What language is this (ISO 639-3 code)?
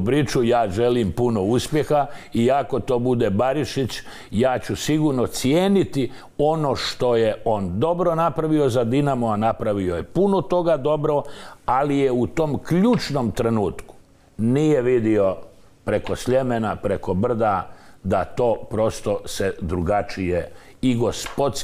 hrv